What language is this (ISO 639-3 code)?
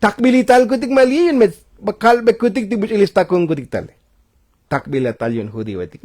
tzo